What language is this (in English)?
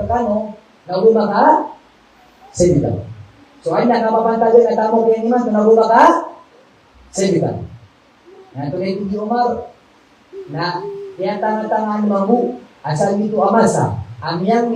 Maranao